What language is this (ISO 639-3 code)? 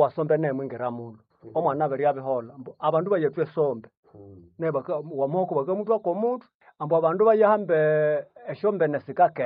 nnb